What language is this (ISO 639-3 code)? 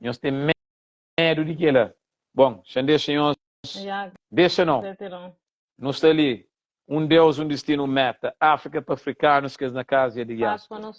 kea